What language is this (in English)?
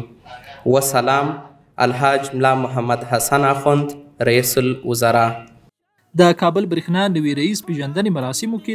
Pashto